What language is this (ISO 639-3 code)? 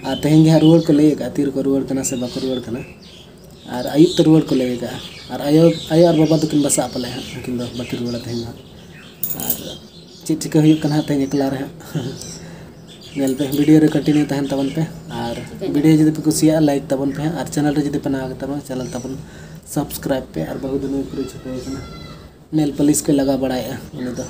sat